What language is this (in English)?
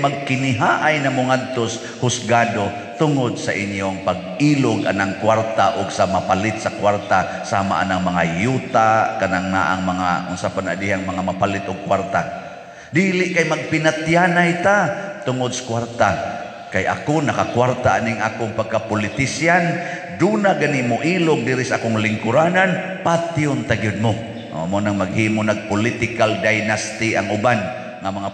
Cebuano